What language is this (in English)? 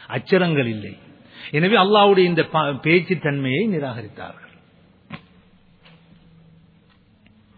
Tamil